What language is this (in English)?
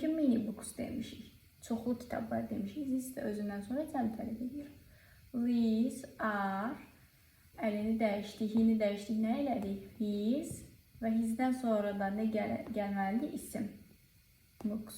Azerbaijani